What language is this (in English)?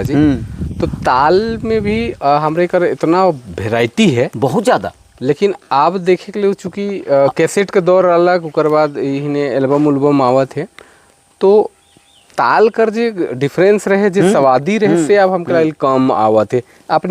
Sadri